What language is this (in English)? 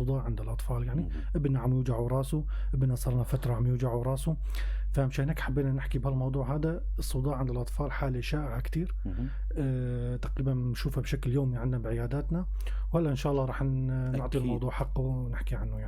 North Levantine Arabic